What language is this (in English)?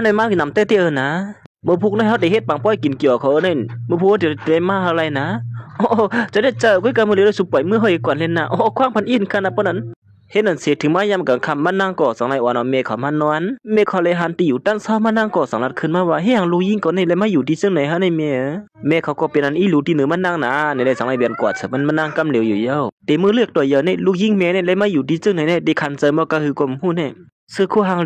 Shan